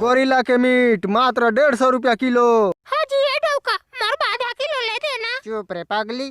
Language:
Chhattisgarhi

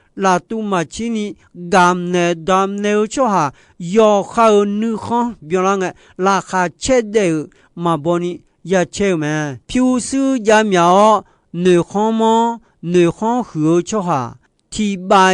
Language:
Akha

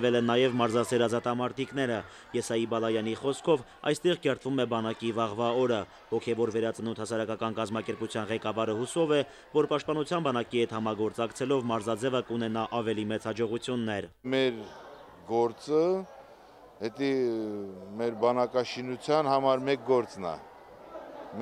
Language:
Armenian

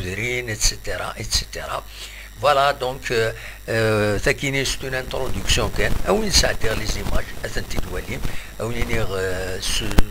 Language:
Kabyle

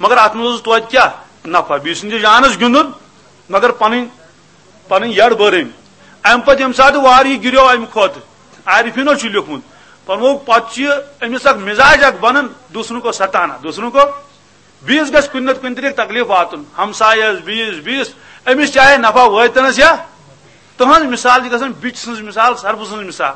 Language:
Kashmiri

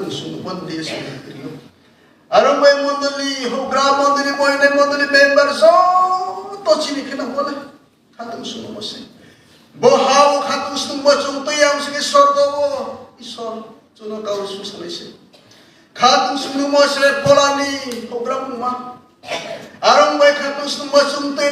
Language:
Riang (India)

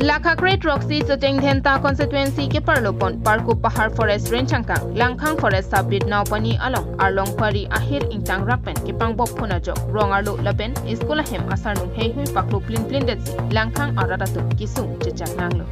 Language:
Karbi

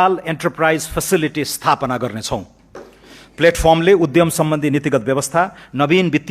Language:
Nepali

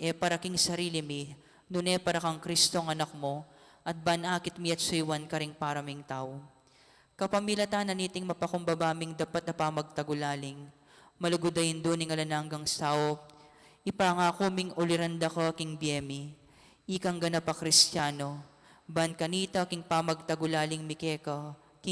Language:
Pampanga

